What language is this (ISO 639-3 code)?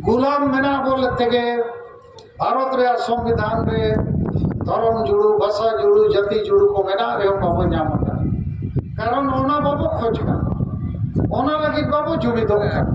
sat